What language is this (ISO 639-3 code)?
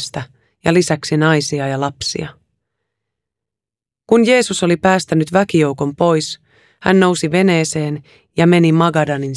fin